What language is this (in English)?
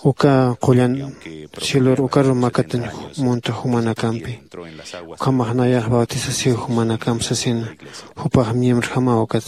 Aymara